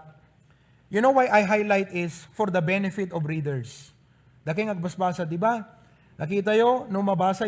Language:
Iloko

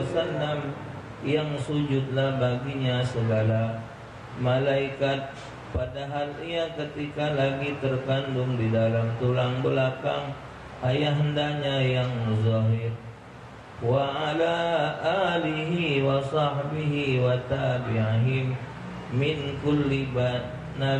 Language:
Musi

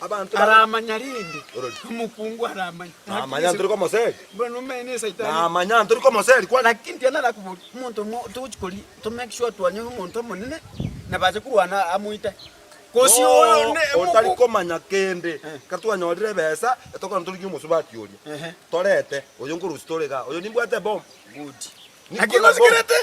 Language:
Gusii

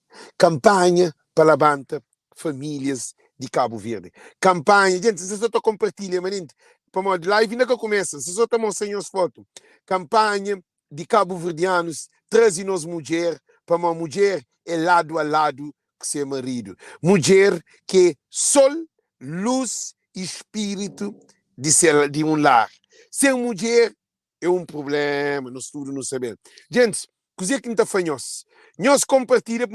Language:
Kabuverdianu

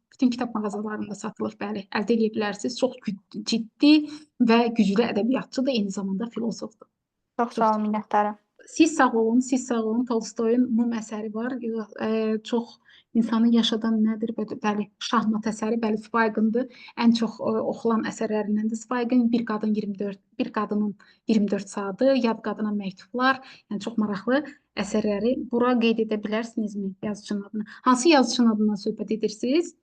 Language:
Azerbaijani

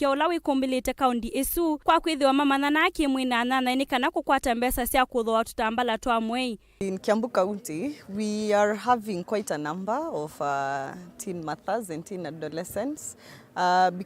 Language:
Kamba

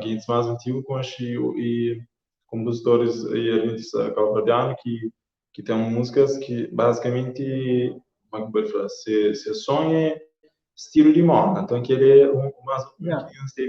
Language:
Kabuverdianu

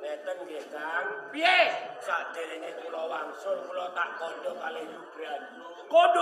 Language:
Javanese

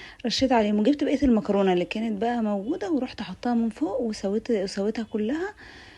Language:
Egyptian Arabic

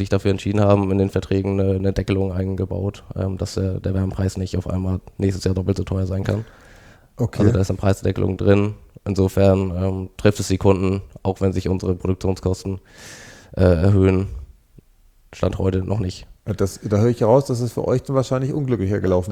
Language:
German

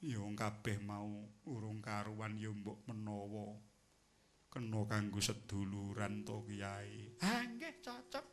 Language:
Javanese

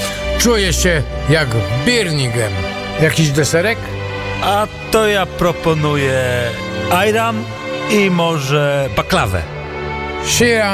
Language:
Polish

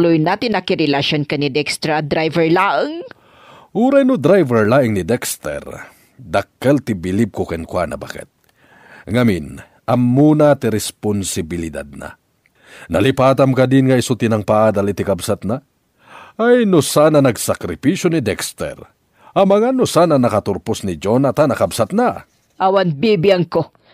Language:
Iloko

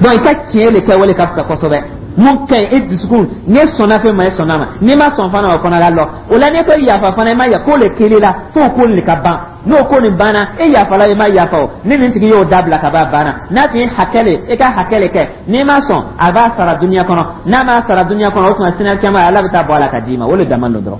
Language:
Dyula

